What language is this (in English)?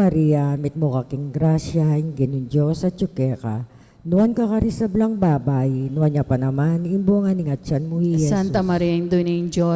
Pampanga